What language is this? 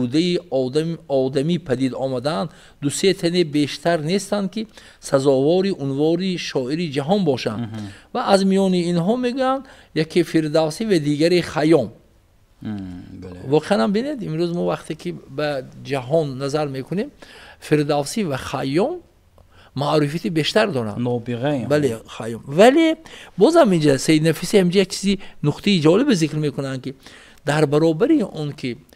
Tajik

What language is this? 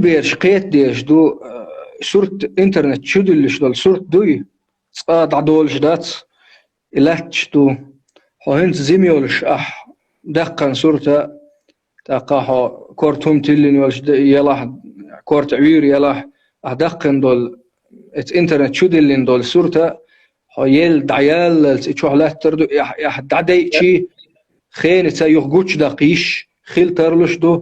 Chechen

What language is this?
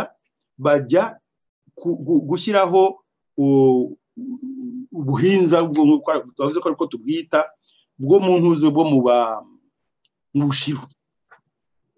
Kinyarwanda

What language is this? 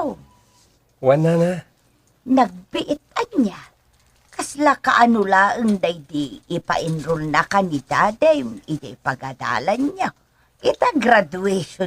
Iloko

